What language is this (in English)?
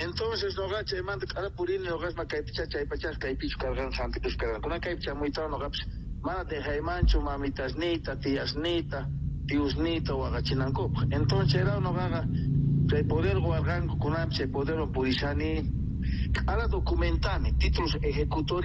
Quechua